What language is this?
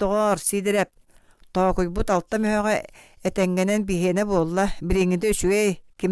Yakut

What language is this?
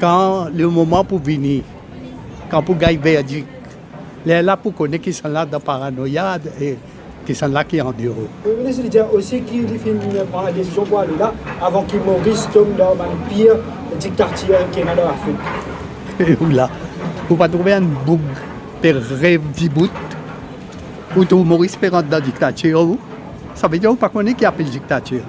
Morisyen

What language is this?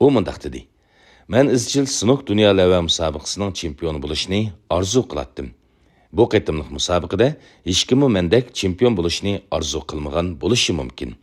Uyghur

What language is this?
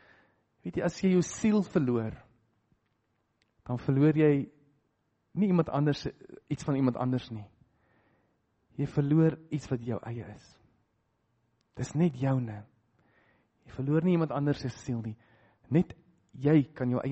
Afrikaans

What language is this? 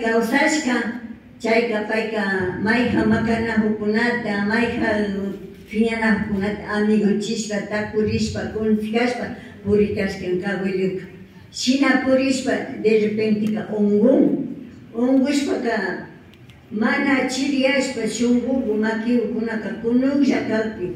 Imbabura Highland Quichua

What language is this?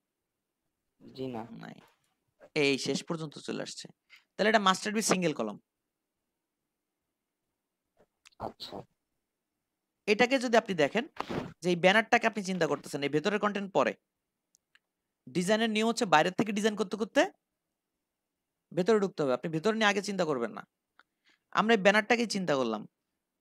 Bangla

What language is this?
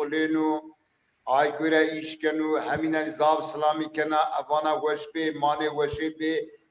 Zaza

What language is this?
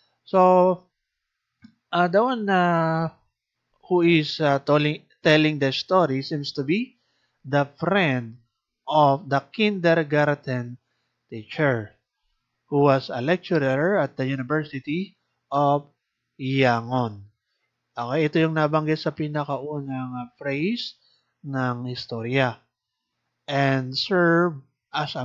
Filipino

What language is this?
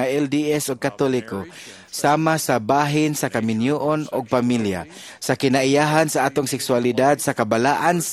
Cebuano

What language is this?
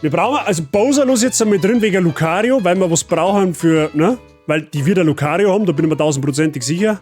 Bavarian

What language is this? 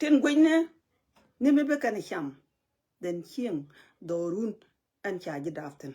Nuer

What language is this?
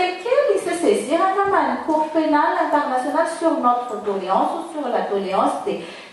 Malagasy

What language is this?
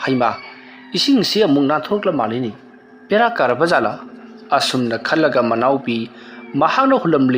Manipuri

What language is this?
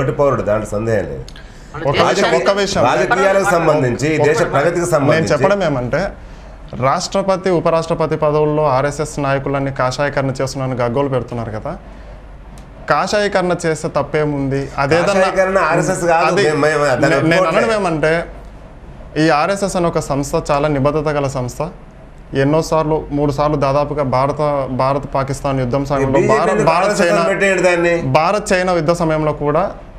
Telugu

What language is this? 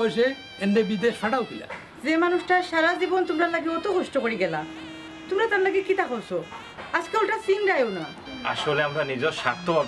Sylheti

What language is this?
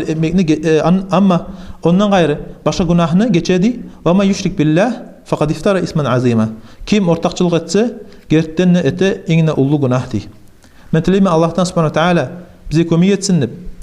Kumyk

